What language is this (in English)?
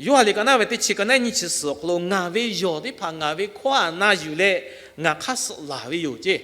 Lahu